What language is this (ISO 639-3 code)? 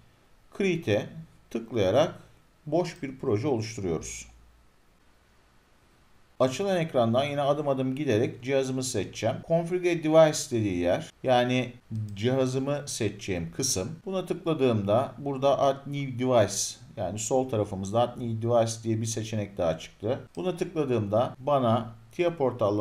tur